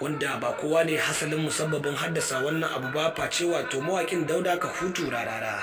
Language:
Hausa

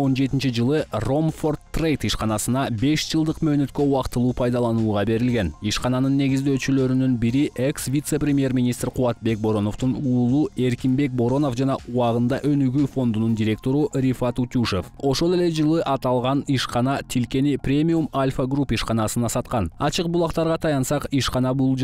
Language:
Kyrgyz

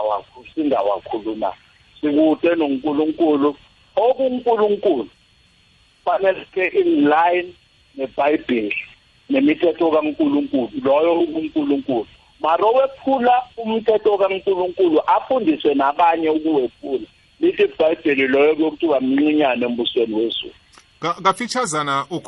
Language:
South Ndebele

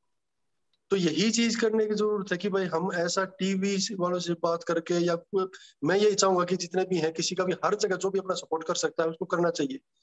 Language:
Hindi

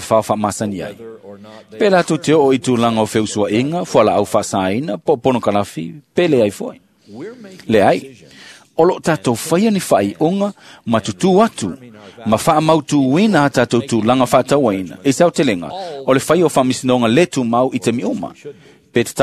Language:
Samoan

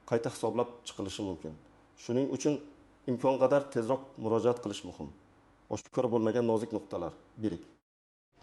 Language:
Uzbek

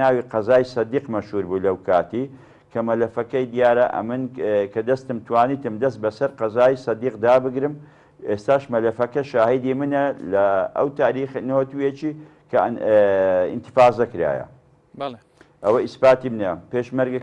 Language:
Central Kurdish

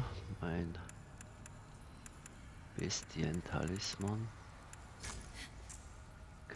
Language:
German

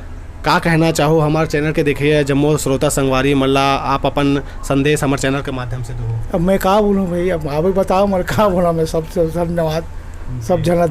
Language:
Chhattisgarhi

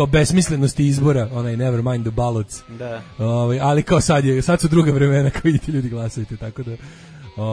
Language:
Serbian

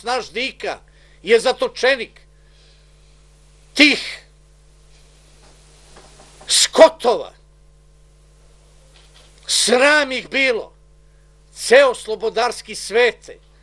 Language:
Serbian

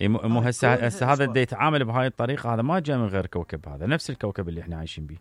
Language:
Mesopotamian Arabic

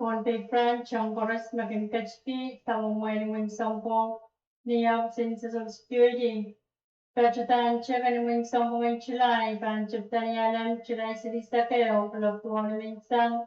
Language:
Pohnpeian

